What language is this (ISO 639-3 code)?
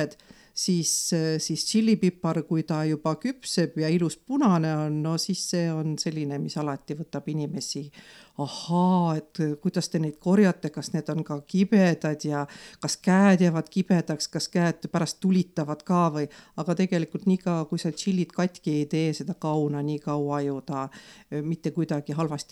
est